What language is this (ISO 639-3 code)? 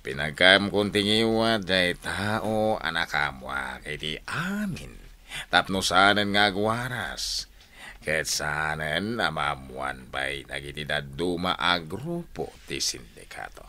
ilo